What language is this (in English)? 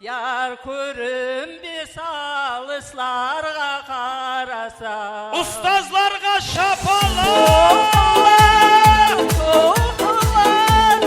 Kara-Kalpak